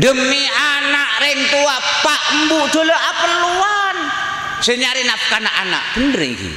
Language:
Madurese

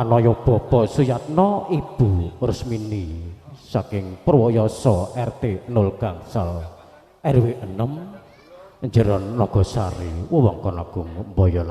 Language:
Javanese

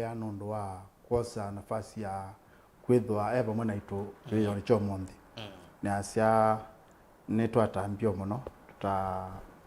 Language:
Kamba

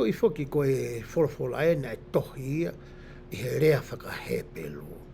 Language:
Tongan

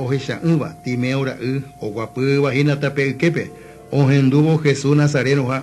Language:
Guarani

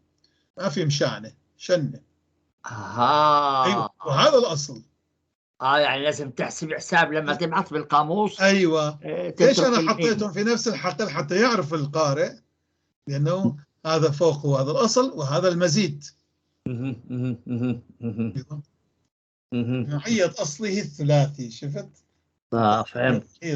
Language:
North Levantine Arabic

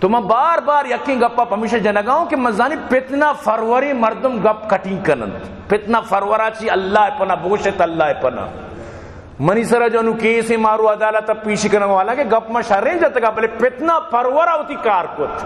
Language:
Baluchi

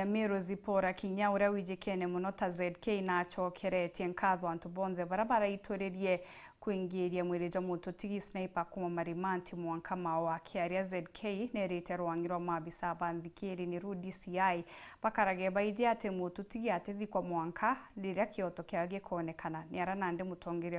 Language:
Meru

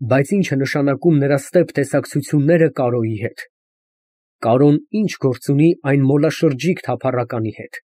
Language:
Armenian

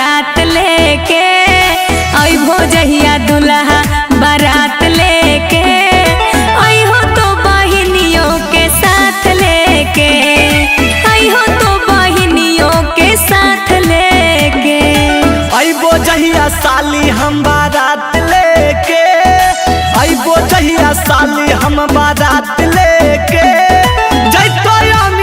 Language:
Magahi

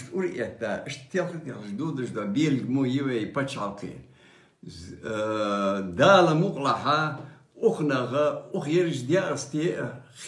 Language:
Ingush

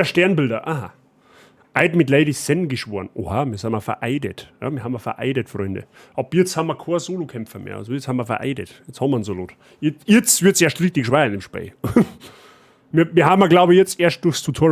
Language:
Bavarian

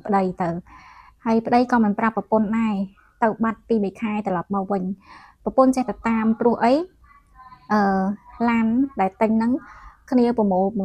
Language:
Khmer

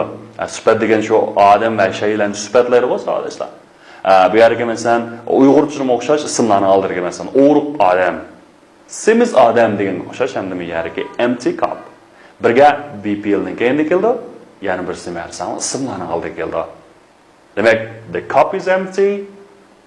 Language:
Uyghur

